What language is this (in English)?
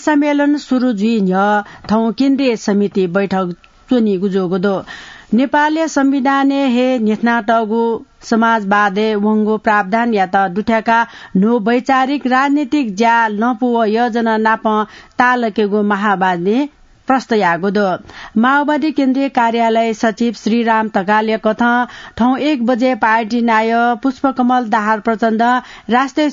Newari